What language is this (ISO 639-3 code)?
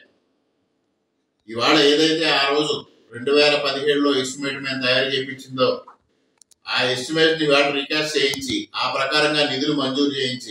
tel